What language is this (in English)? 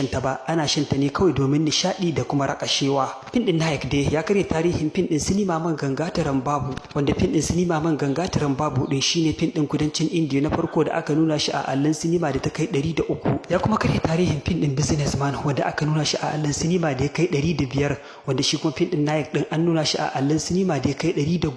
Hausa